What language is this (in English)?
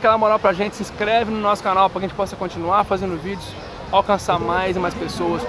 Portuguese